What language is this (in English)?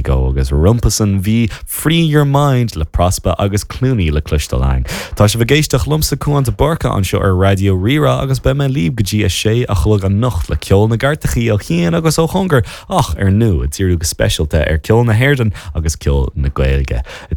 Irish